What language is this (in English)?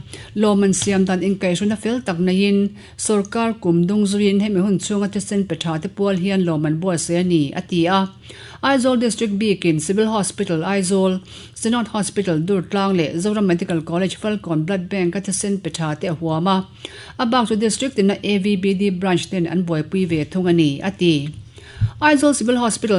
Mizo